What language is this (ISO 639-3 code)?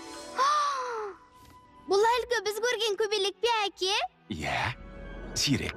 kaz